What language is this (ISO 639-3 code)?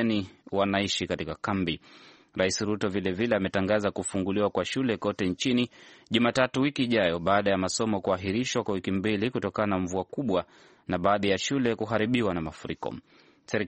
swa